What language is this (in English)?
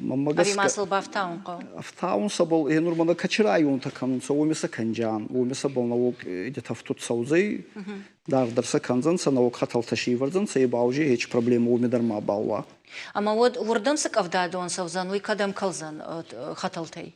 Ossetic